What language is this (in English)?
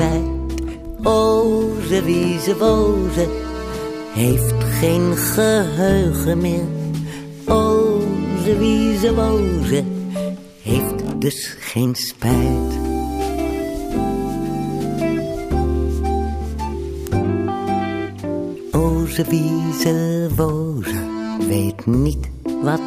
Dutch